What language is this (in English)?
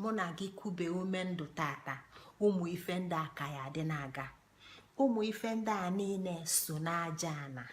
Igbo